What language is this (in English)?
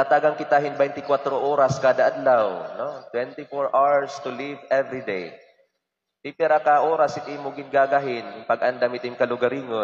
Waray